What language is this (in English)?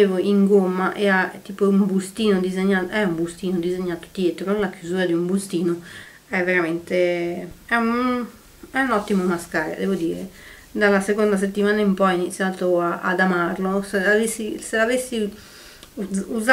Italian